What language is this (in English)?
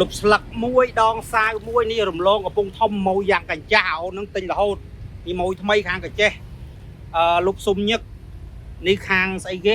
Khmer